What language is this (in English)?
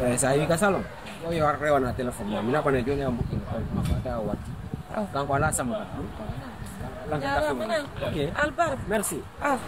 Pular